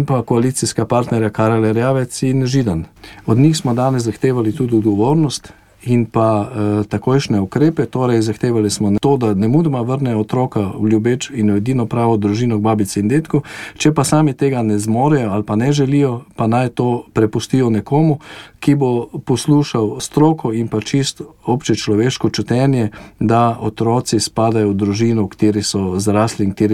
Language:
Slovenian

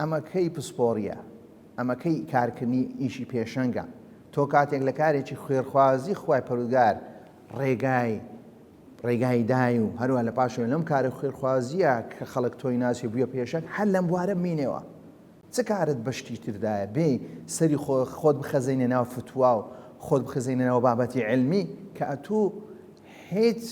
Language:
Central Kurdish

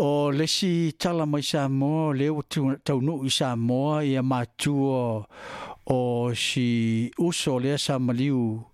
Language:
Samoan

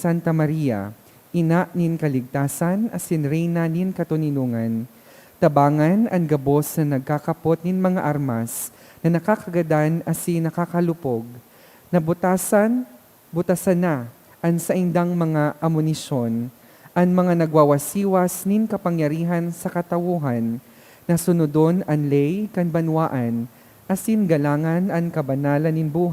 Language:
Bikol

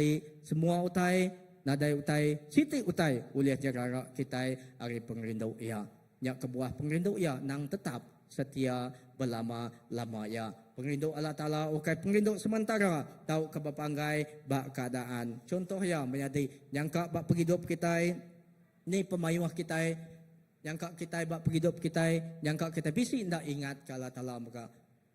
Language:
Iban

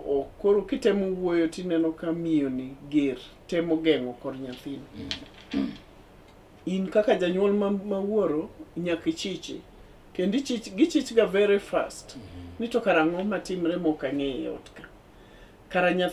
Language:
Luo (Kenya and Tanzania)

